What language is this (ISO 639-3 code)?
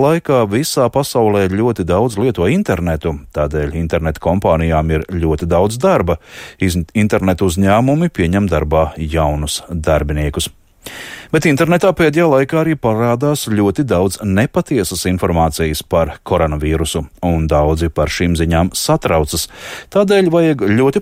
lav